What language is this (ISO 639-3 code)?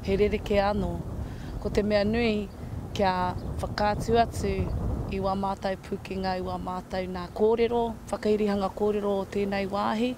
mri